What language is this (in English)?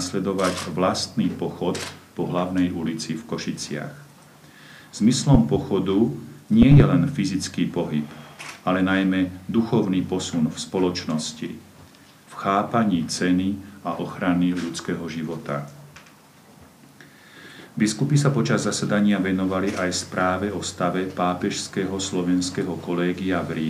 Slovak